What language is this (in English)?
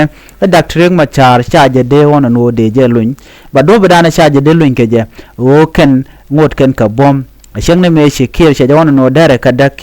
Nuer